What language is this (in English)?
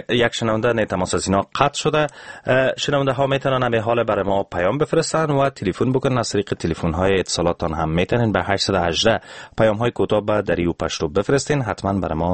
Persian